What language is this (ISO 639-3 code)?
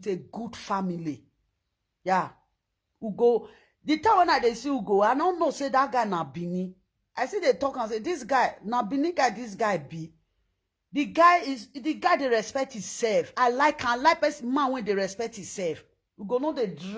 pcm